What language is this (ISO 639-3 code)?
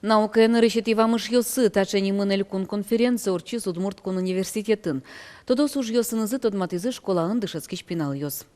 udm